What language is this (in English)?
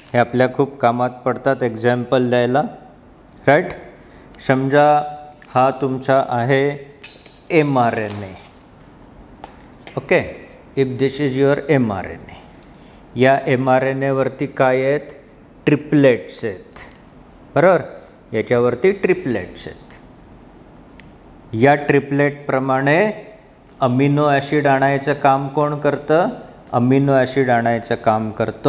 Marathi